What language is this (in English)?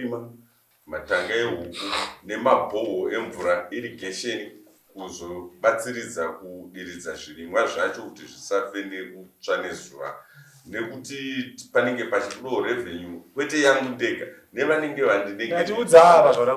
Shona